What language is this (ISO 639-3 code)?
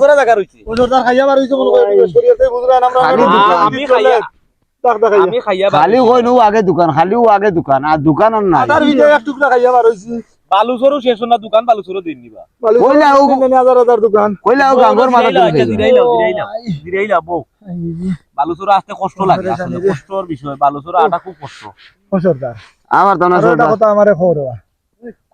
syl